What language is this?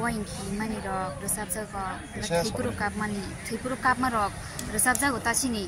Kok Borok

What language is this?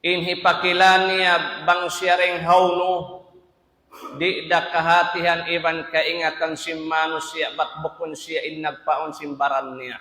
Tausug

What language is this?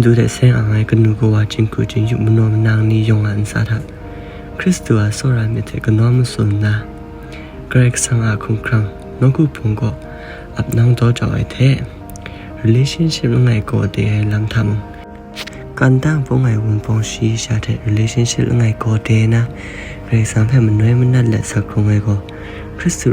Kachin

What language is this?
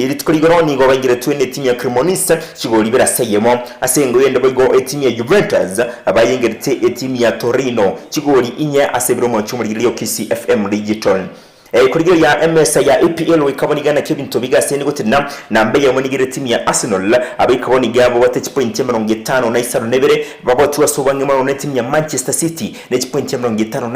Gusii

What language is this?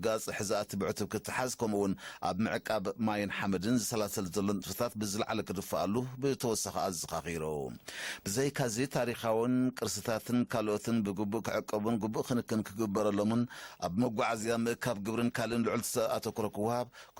Tigrinya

